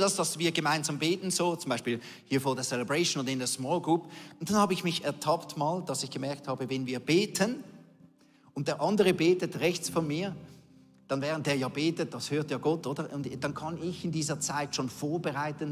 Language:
Swiss German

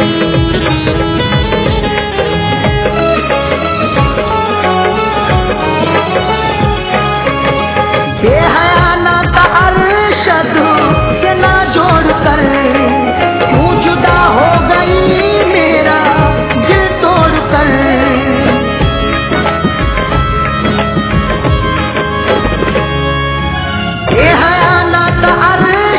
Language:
Hindi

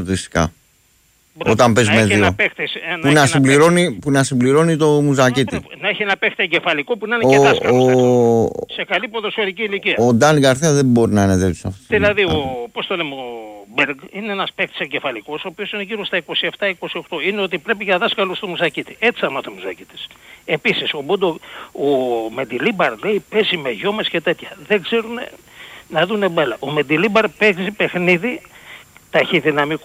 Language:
Greek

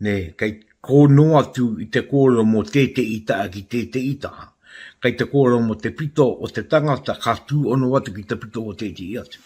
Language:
Māori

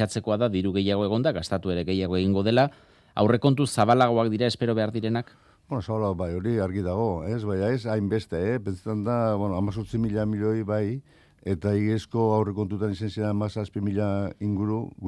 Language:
Basque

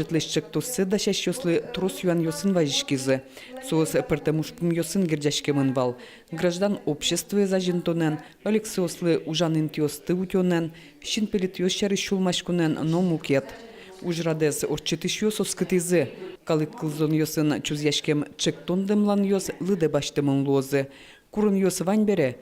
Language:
Udmurt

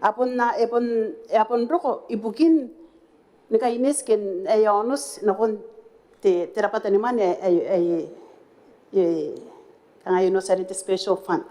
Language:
Gilbertese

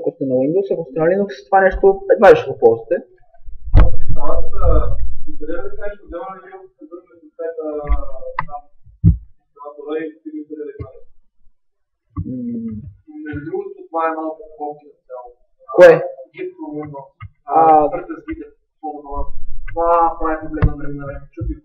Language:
Bulgarian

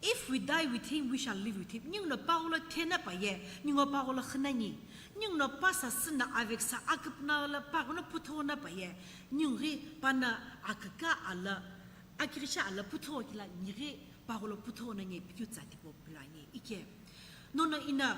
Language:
Sumi Naga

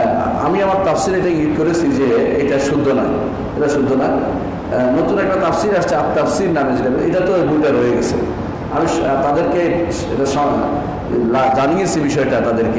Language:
Bangla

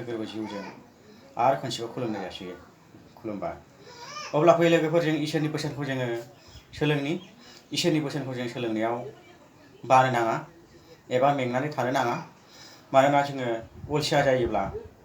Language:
Bodo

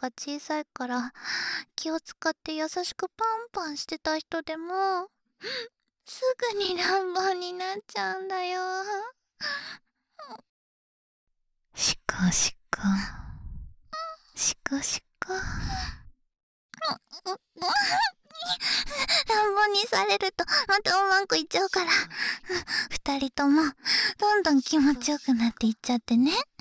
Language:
Japanese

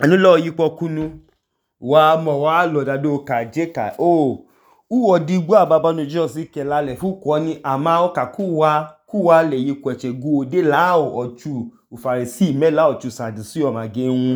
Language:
Idoma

